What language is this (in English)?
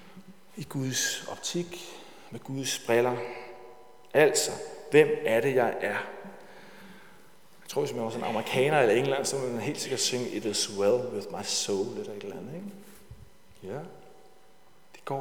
Danish